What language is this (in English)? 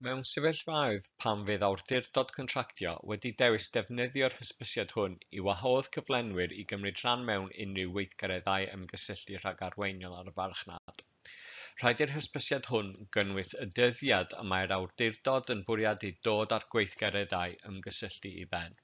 Welsh